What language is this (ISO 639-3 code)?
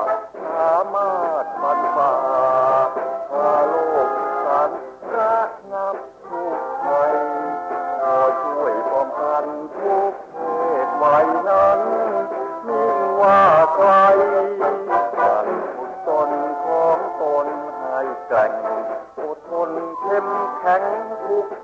tha